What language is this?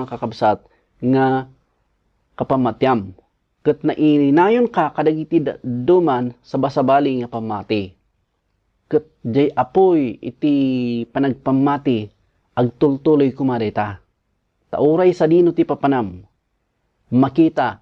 Iloko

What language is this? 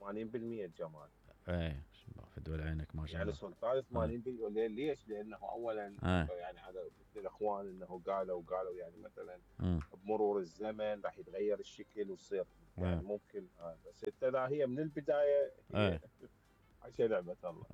Mesopotamian Arabic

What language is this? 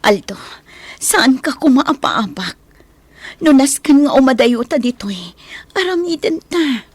Iloko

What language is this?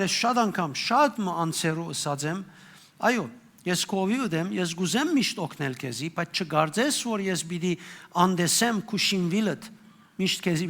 Western Armenian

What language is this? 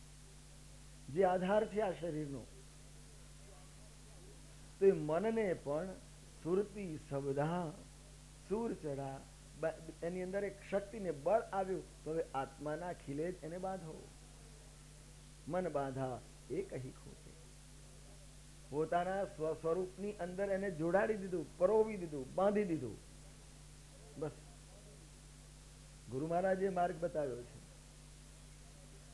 Gujarati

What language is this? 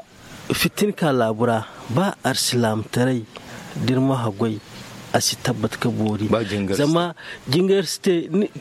Zarma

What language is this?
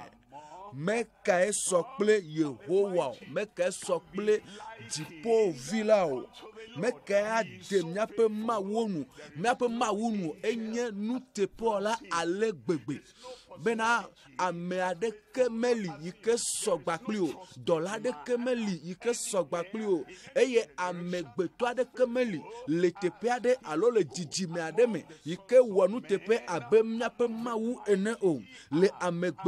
Ewe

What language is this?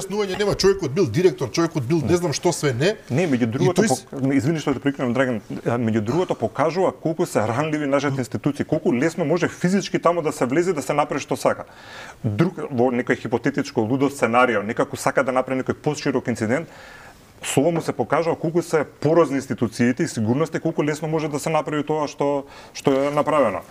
Macedonian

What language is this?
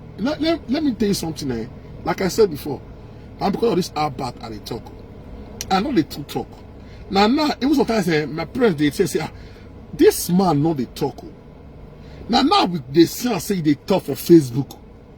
Nigerian Pidgin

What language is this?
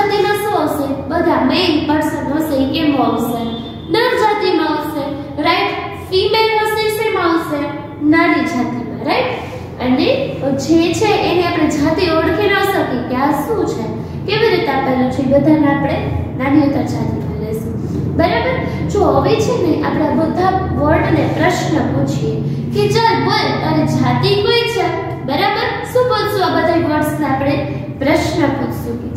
Gujarati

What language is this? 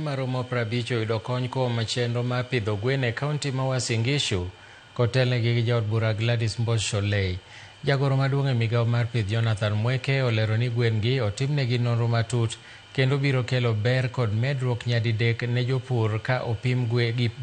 Luo (Kenya and Tanzania)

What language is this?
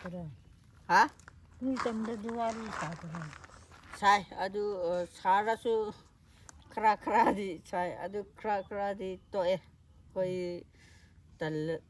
Manipuri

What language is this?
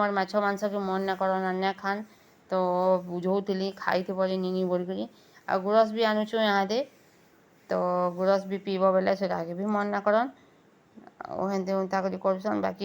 Sambalpuri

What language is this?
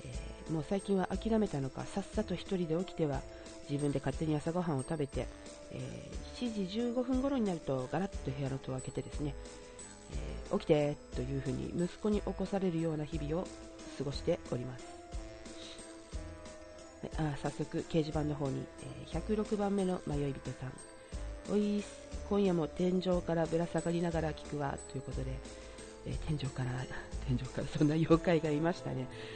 Japanese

